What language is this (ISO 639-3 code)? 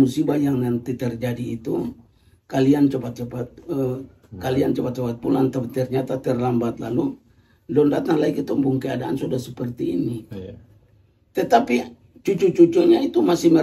abs